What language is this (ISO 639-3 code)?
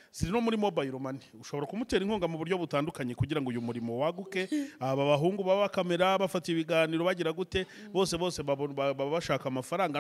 kin